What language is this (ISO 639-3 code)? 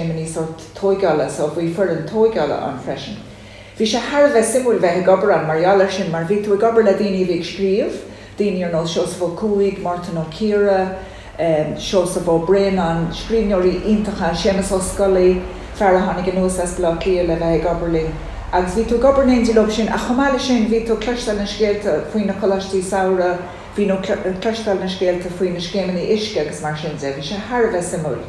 gle